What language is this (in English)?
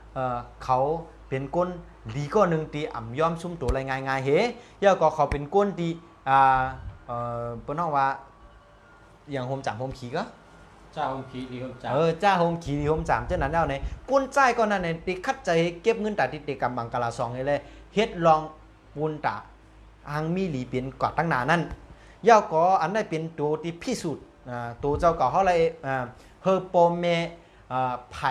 Shan